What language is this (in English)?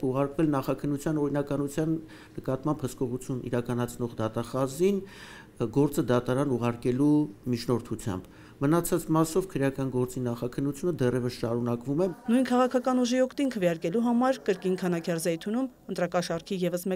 Armenian